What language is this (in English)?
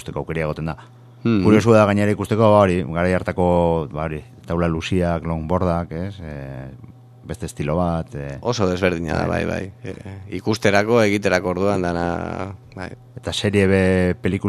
Basque